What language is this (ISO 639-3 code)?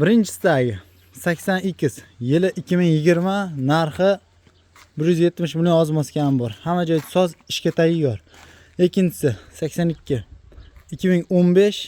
uzb